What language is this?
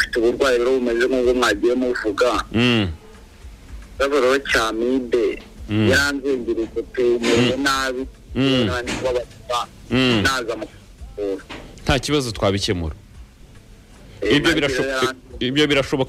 Kinyarwanda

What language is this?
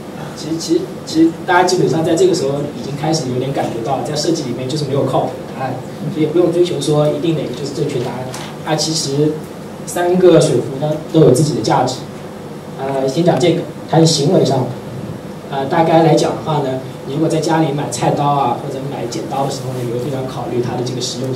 Chinese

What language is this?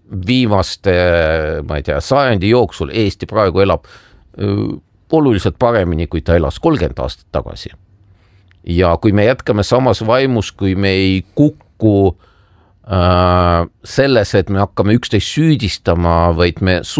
Estonian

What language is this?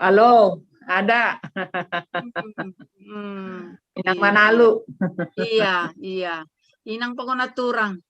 Batak Simalungun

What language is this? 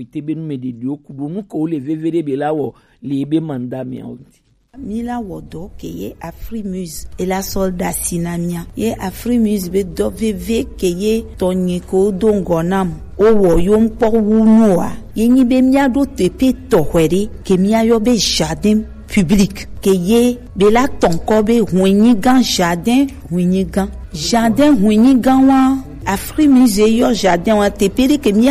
Gen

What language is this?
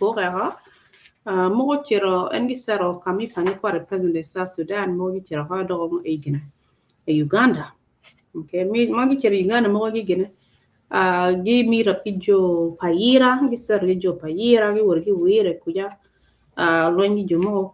Acoli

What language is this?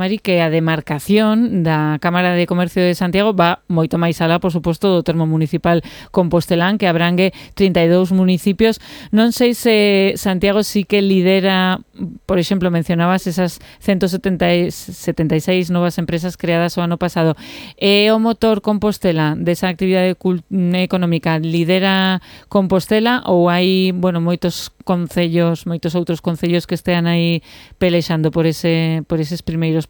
Galician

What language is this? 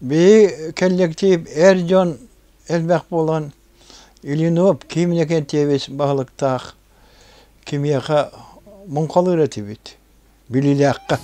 Yakut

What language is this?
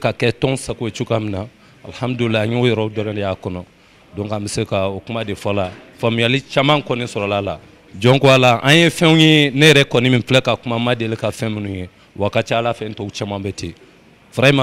Bambara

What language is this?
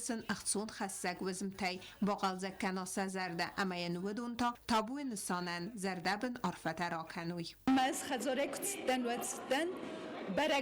Ossetic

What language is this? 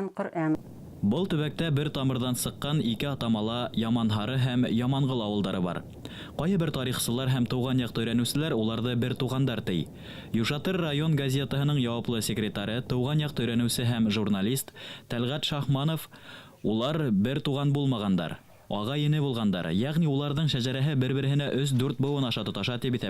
Bashkir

